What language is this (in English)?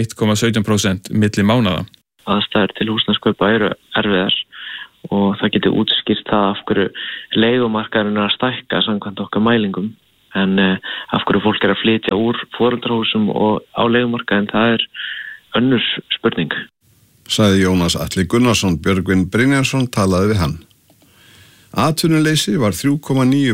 Icelandic